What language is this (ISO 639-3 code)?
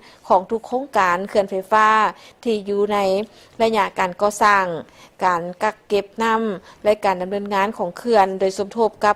lao